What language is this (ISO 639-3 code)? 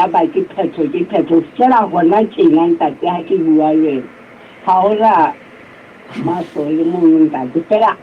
sot